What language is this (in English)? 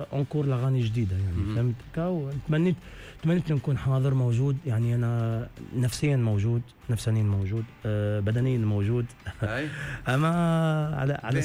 Tunisian Arabic